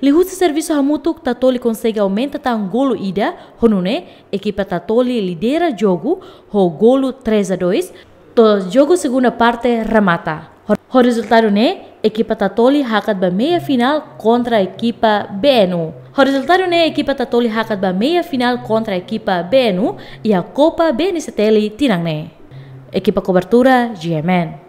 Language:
Tetum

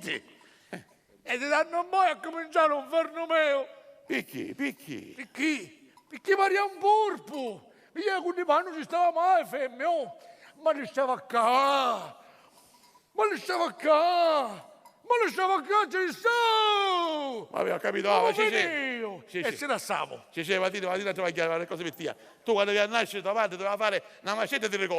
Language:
Sicilian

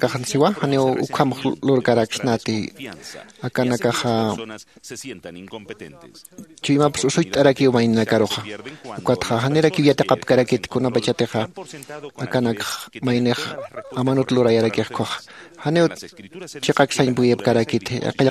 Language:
Aymara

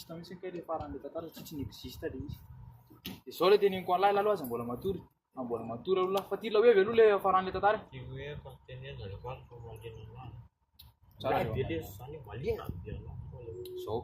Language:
Malagasy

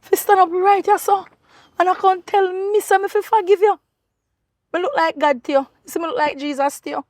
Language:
Jamaican Creole English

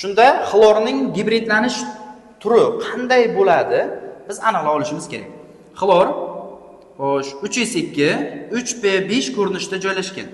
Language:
Uzbek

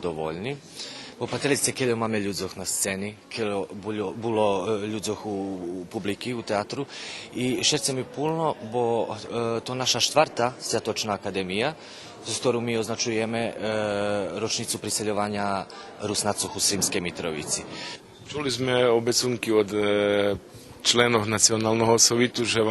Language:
Rusyn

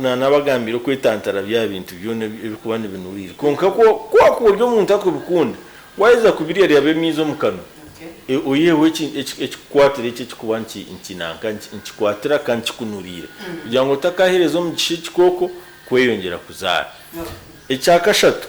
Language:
Nyankole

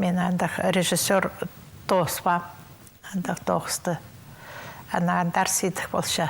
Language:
Khakas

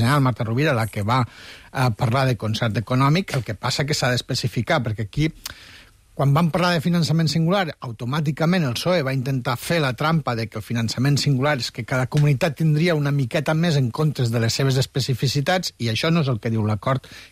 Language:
Catalan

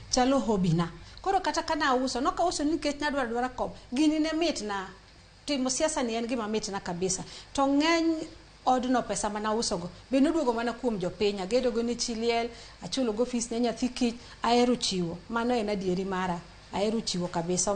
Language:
Luo (Kenya and Tanzania)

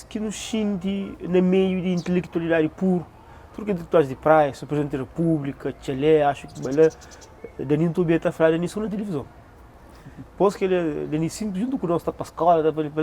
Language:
Kabuverdianu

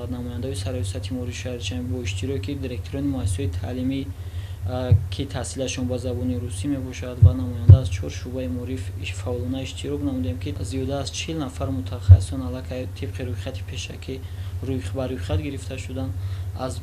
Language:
Tajik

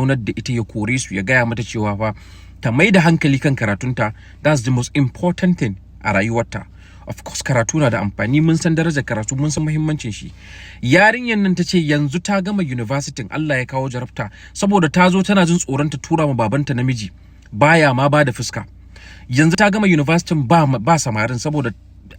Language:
Hausa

